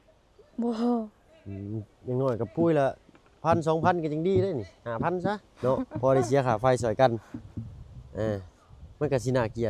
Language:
Lao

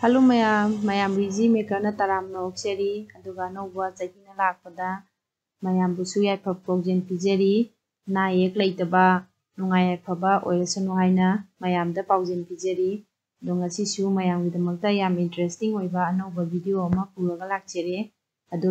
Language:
Manipuri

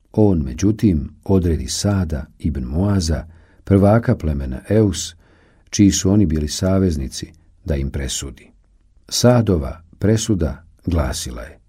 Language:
Bosnian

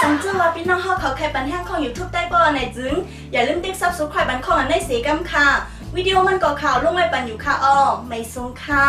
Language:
Shan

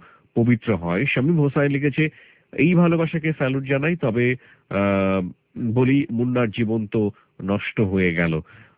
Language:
Bangla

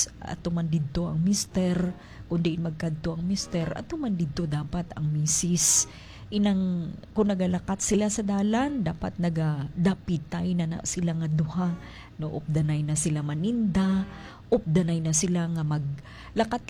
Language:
Hiligaynon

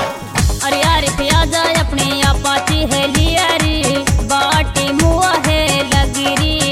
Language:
Bhojpuri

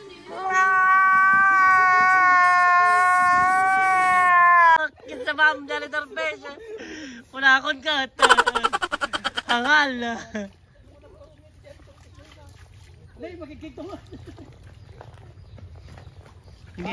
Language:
Filipino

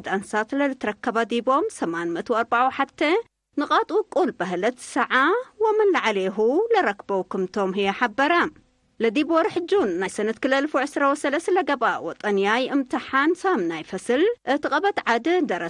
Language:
Tigre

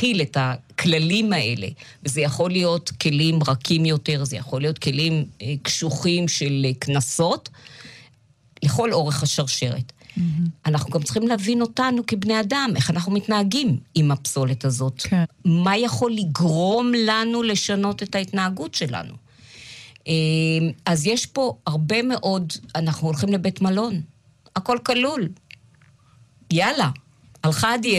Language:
Hebrew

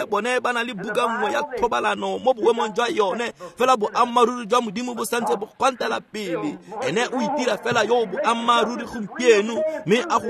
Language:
Tswana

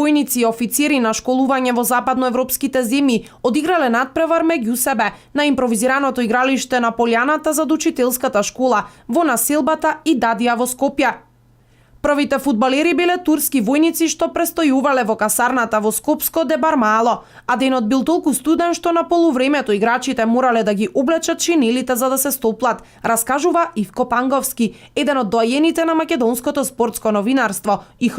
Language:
Macedonian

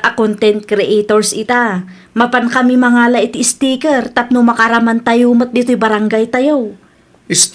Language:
Iloko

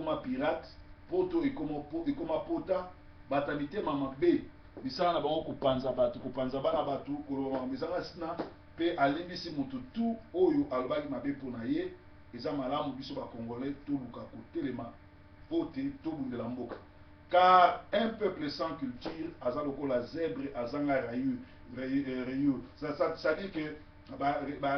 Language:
Lingala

